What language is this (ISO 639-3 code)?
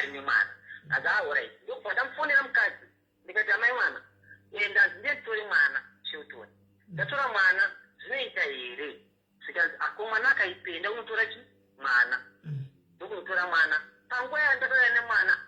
sna